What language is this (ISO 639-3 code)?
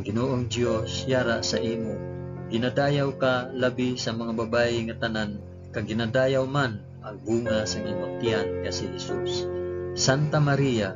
hil